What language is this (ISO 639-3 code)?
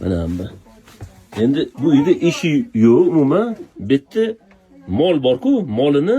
uzb